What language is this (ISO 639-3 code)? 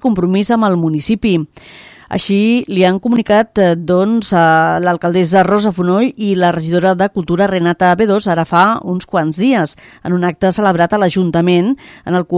cat